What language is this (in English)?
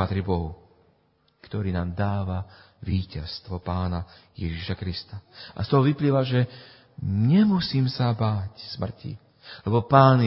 Slovak